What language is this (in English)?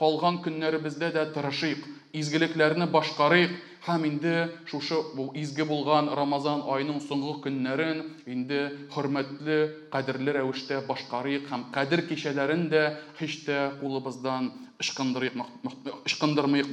Tatar